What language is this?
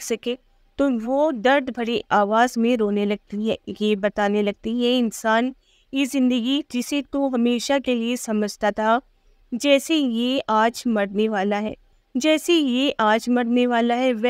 Urdu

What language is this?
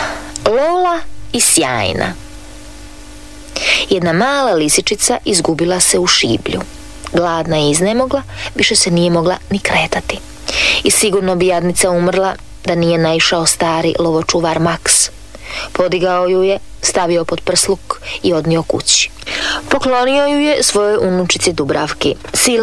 Croatian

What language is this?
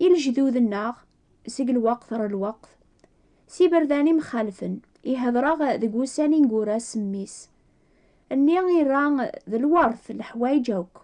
Kabyle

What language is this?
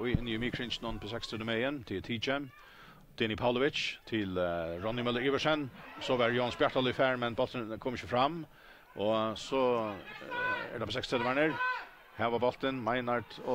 Faroese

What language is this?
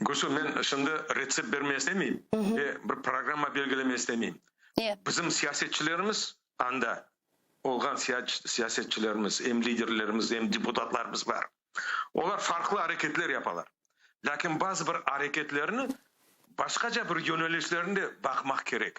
Crimean Tatar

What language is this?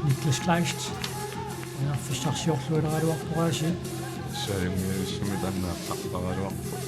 Kalaallisut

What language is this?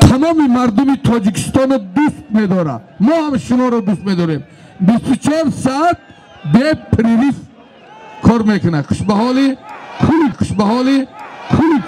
Tajik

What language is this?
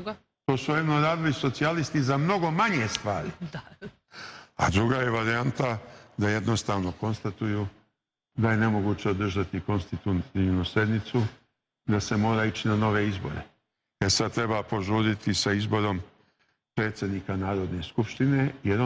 Serbian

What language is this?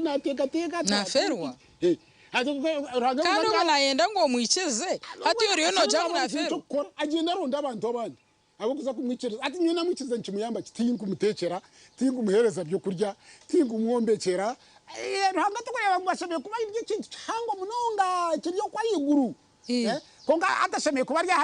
Nyankole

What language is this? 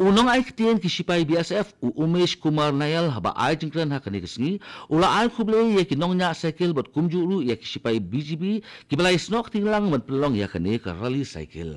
Khasi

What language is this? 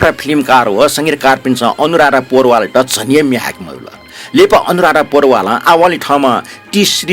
Newari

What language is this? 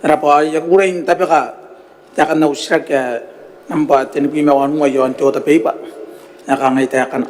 Gilbertese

